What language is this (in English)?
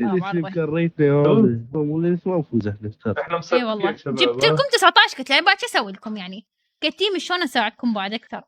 Mesopotamian Arabic